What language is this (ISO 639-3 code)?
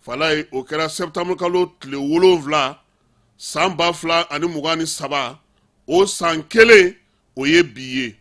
bam